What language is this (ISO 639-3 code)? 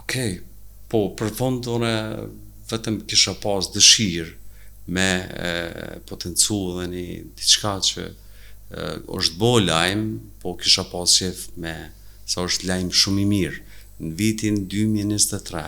sqi